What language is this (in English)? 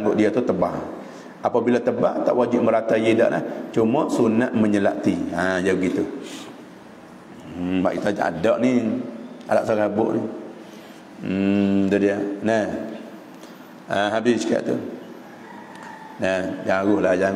Malay